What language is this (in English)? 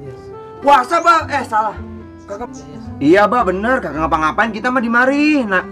Betawi